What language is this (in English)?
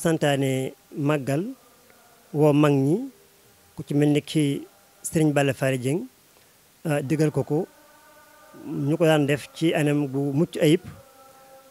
Wolof